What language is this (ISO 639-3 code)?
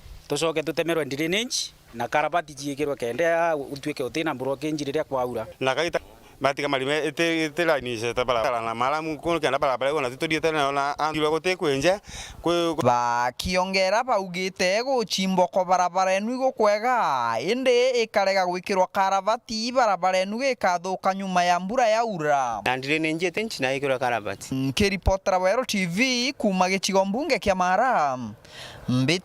mer